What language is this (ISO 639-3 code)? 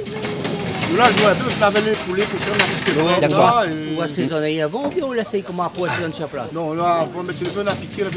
rcf